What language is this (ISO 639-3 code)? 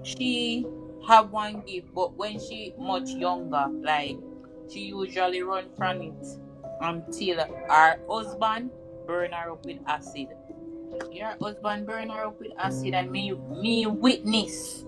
jam